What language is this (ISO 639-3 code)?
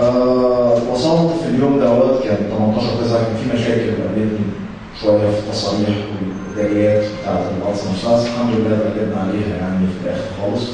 arz